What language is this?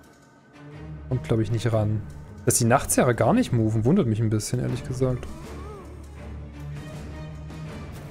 German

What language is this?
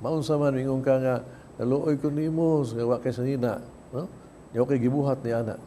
Cebuano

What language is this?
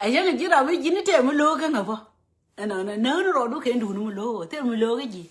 Nuer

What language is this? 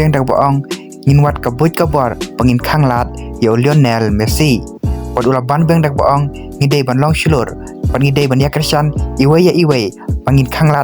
Khasi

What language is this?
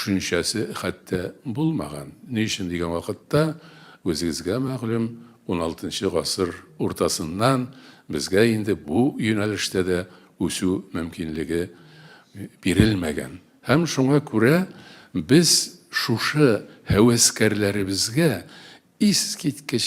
Tatar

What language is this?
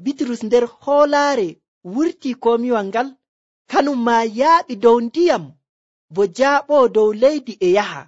Nigerian Fulfulde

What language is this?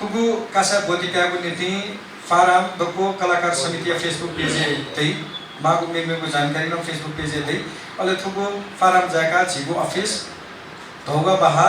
Newari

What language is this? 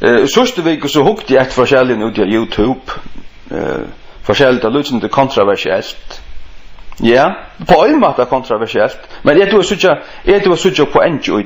Faroese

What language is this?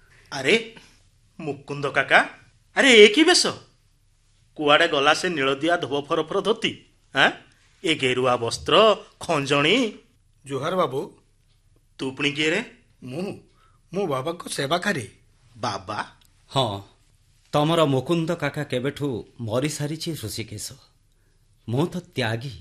Odia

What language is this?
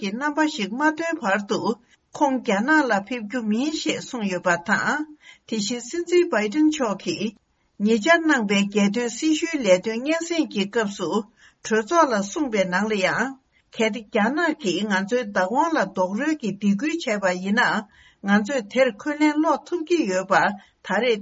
Tibetan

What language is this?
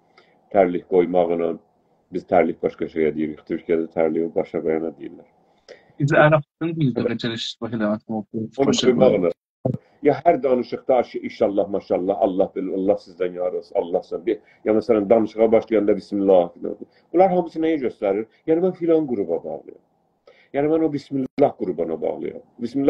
South Azerbaijani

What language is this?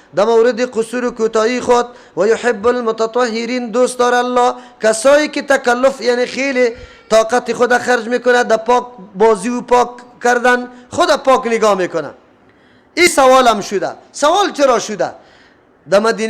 Persian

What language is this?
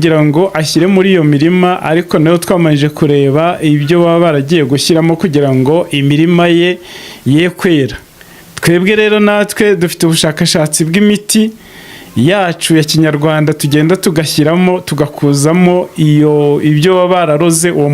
Kinyarwanda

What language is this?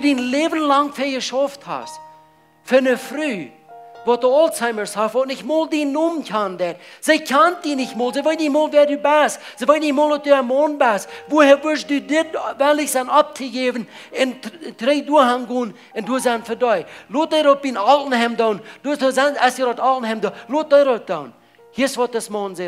Plautdietsch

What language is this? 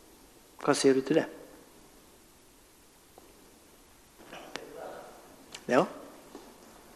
Norwegian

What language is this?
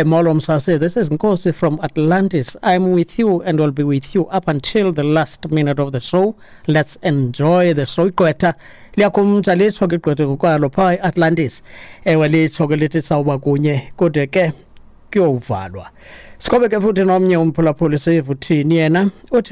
Xhosa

